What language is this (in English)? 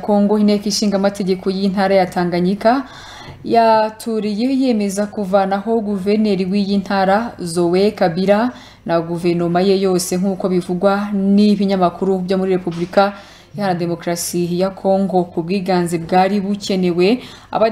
Kinyarwanda